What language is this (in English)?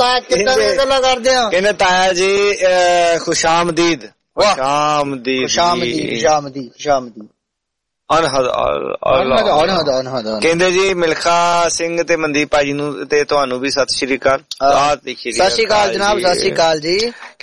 Punjabi